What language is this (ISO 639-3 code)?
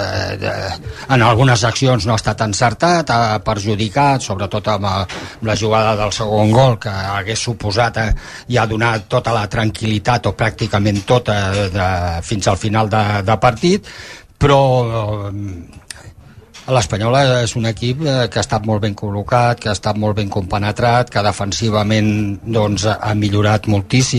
cat